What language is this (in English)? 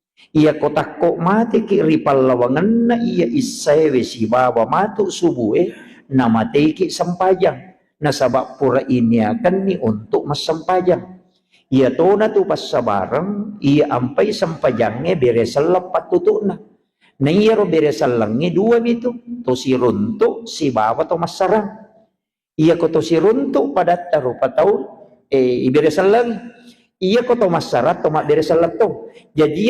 Buginese